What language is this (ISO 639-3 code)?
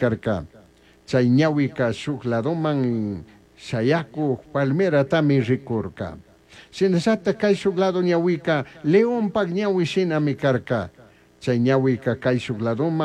qug